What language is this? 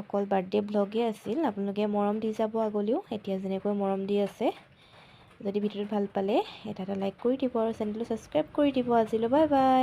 Assamese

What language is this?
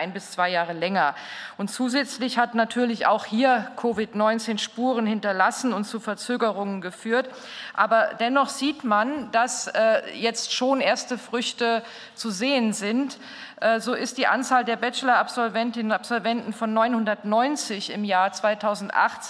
German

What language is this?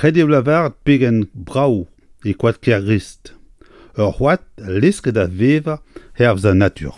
Breton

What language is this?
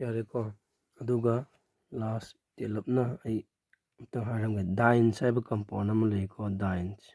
Manipuri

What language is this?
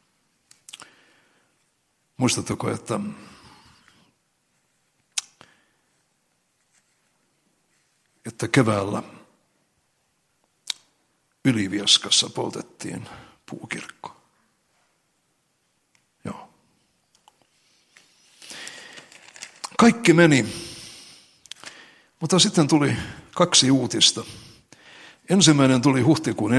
Finnish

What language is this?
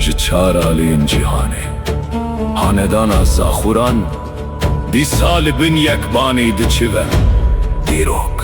Kurdish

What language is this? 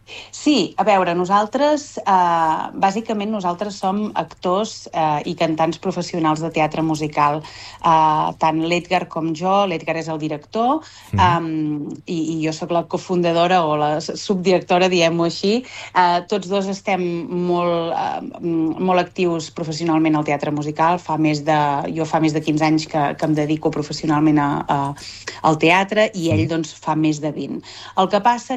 Catalan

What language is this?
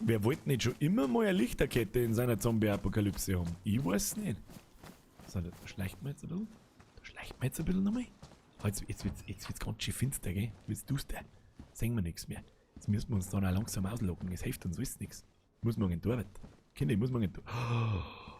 Bavarian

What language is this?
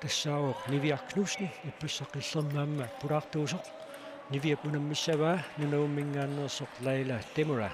Kalaallisut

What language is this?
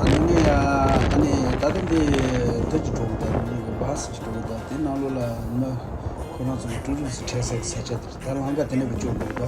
Tibetan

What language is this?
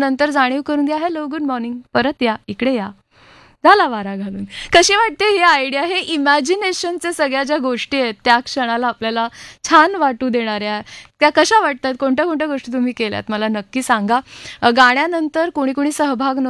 Marathi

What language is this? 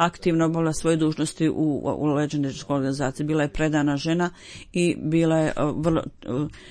Bosnian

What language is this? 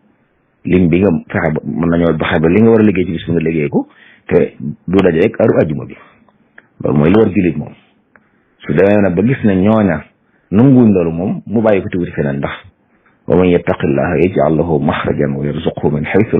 Wolof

